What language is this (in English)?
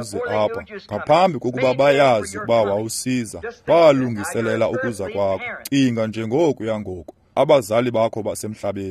Xhosa